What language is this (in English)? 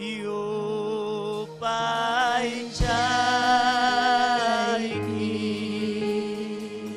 Ayacucho Quechua